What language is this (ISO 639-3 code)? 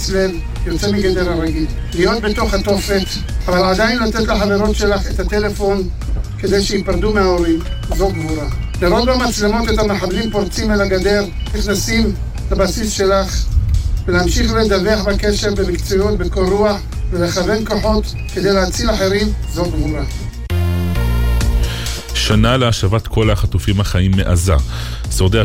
heb